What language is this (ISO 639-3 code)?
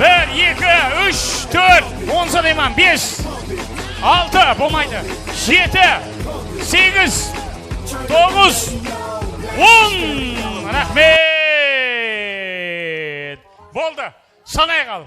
kaa